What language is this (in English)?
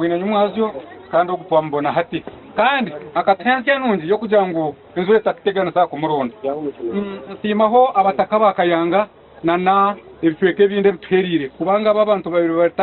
Ganda